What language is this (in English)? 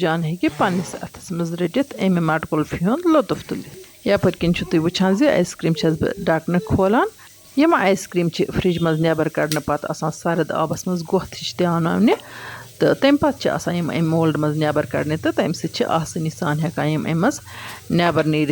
Kashmiri